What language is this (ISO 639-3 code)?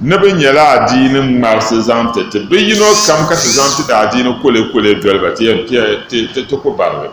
dag